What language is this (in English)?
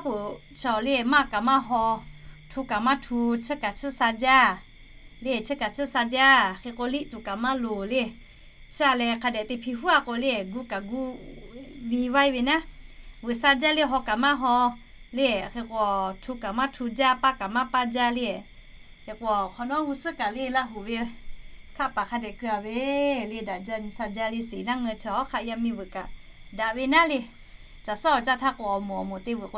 Lahu